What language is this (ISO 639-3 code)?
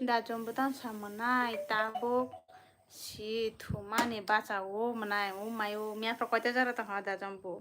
trp